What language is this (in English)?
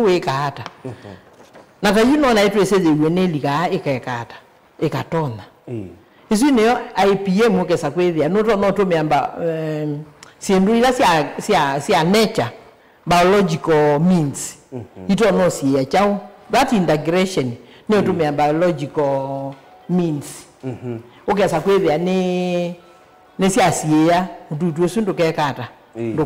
Kamba